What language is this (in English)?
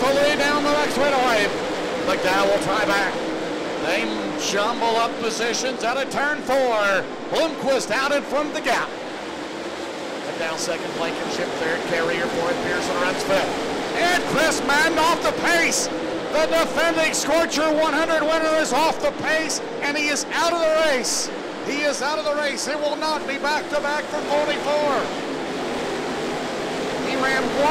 English